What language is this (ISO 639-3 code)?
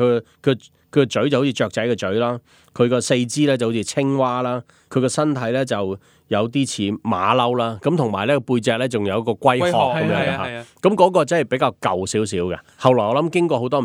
yue